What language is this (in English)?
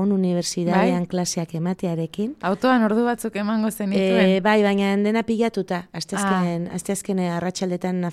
Basque